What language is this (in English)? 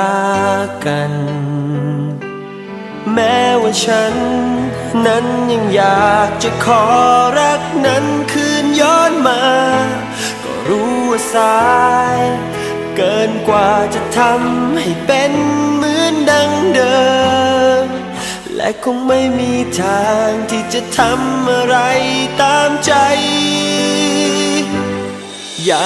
Thai